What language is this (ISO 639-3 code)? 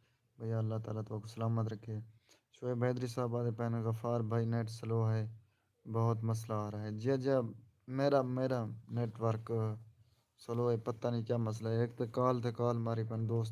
skr